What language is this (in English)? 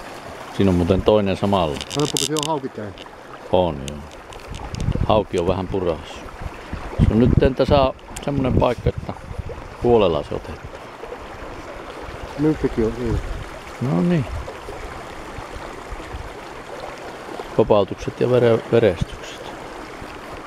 Finnish